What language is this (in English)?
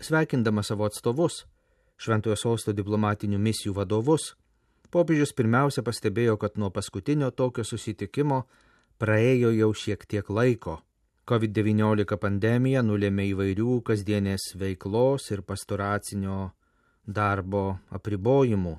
Lithuanian